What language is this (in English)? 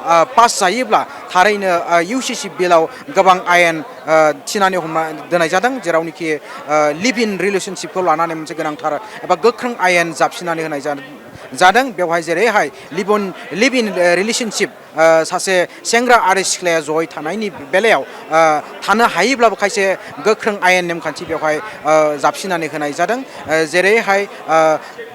Bodo